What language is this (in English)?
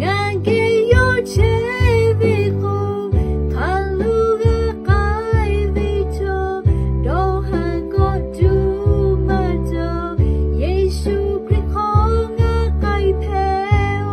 Lahu